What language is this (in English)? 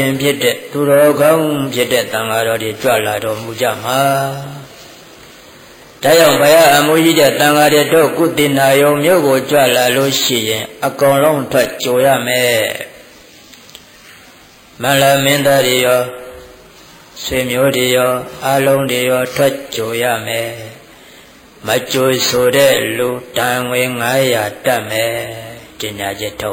Burmese